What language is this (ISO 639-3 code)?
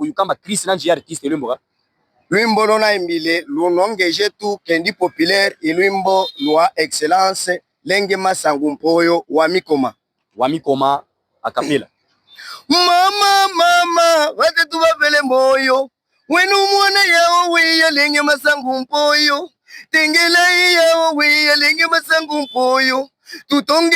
lub